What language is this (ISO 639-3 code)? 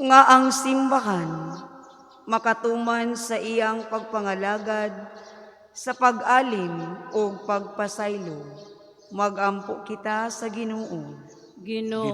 ceb